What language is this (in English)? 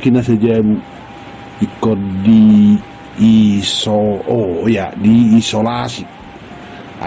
Batak Toba